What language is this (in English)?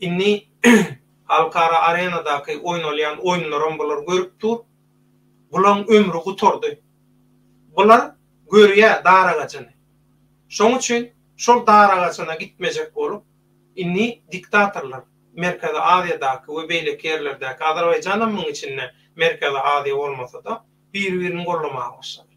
Turkmen